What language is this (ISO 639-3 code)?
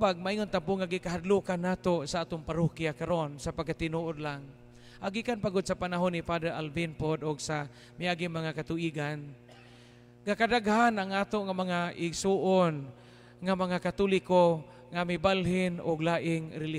ceb